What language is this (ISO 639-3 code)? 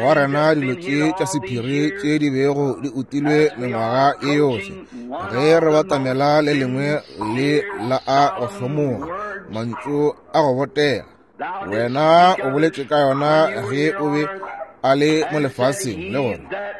nso